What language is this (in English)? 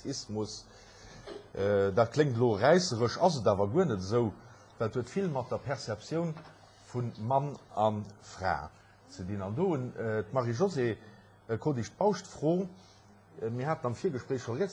Luxembourgish